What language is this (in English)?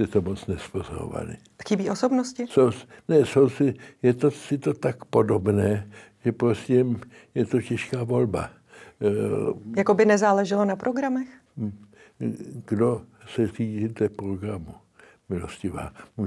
Czech